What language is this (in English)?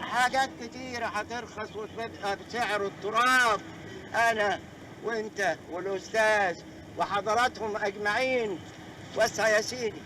Egyptian Arabic